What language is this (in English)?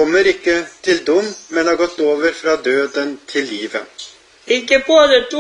Norwegian